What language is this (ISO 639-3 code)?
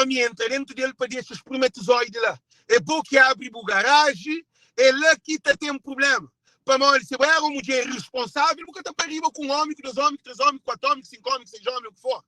kea